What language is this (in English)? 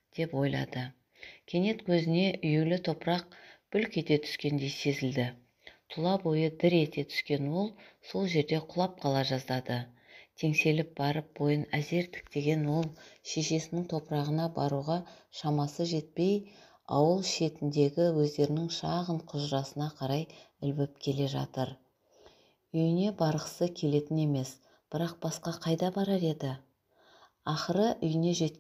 Kazakh